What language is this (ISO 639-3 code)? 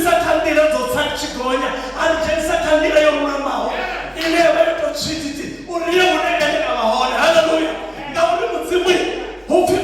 ven